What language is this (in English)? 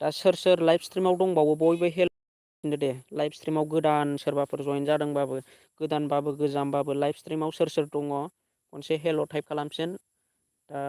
Bodo